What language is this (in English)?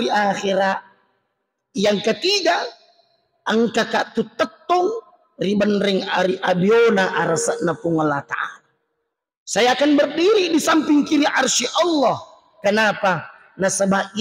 Buginese